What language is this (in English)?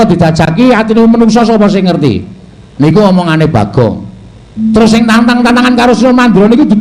Javanese